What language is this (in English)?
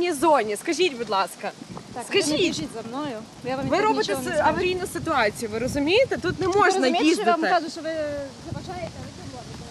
Ukrainian